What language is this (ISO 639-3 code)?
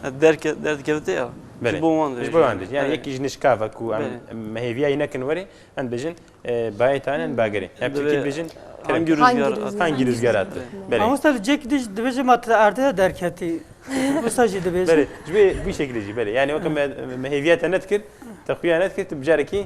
kur